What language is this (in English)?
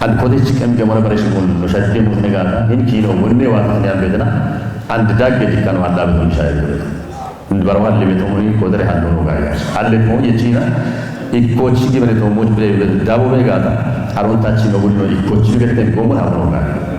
Kafa